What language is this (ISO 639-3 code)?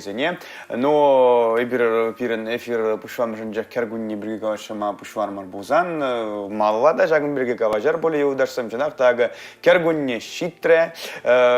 chv